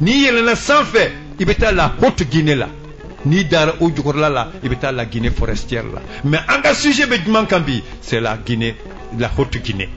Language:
Bambara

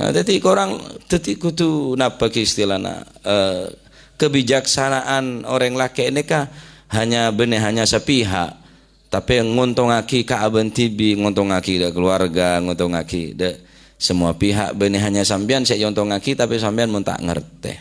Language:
Madurese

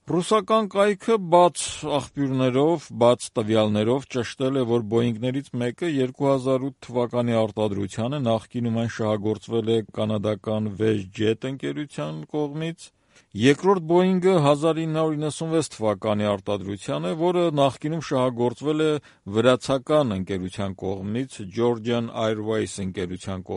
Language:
Armenian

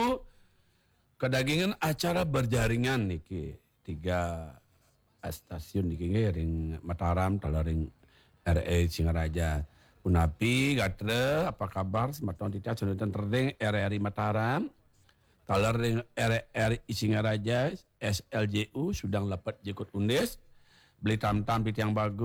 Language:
Balinese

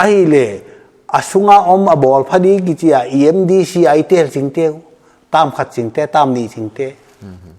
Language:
Paite Chin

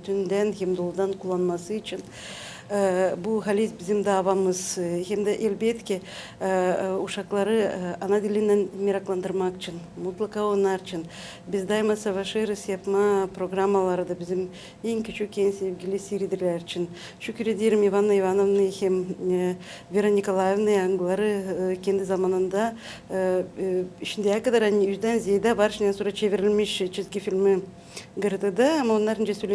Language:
Gagauz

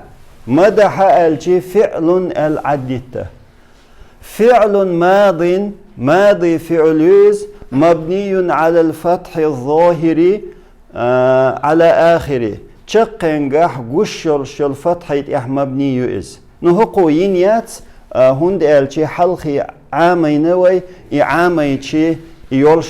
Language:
Chechen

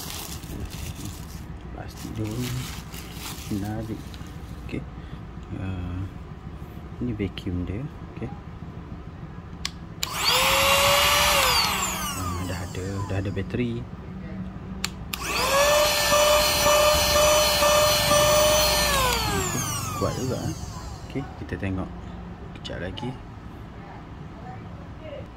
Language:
Malay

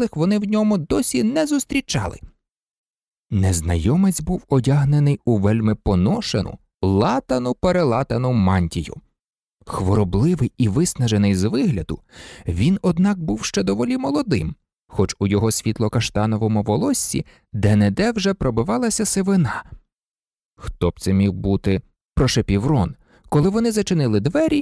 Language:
Ukrainian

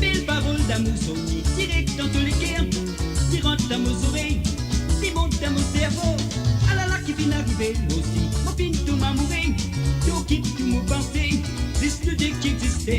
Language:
Morisyen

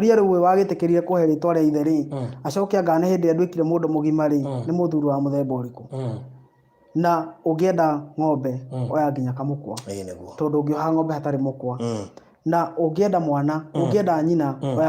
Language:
Kikuyu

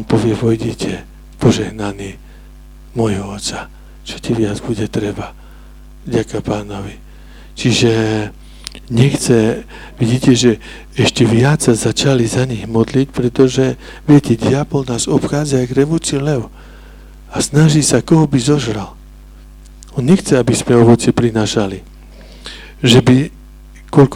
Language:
Slovak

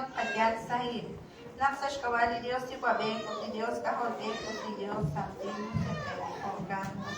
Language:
Kekchí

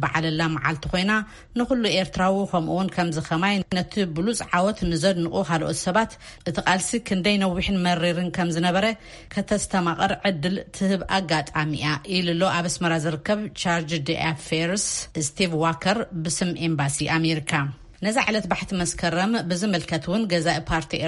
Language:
Tigrinya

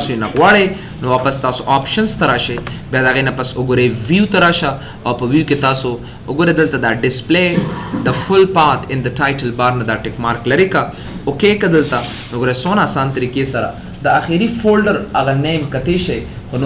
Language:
Pashto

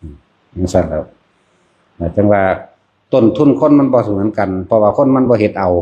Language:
Lao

